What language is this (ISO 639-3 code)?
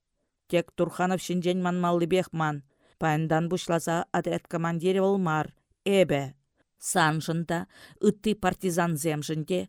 chv